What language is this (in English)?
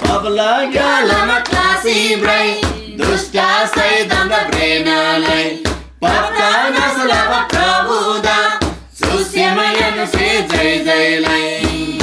Eastern Tamang